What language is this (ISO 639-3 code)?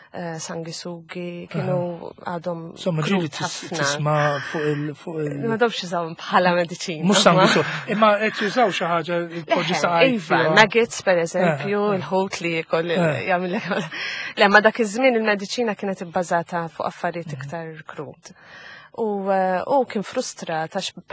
mlt